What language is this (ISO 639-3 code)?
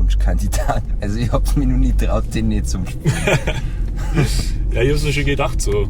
bar